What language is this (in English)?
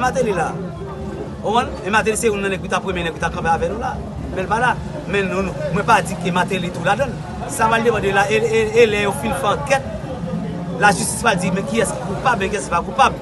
Haitian Creole